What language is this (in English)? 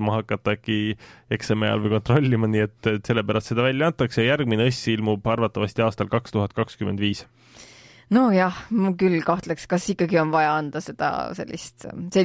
Estonian